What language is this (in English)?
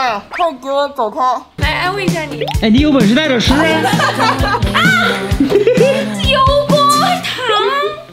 Chinese